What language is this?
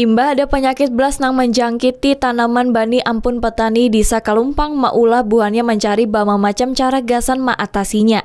Banjar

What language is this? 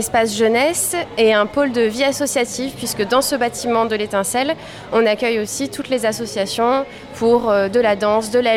French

